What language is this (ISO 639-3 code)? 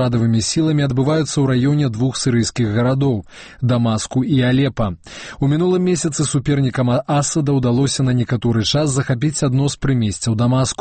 bel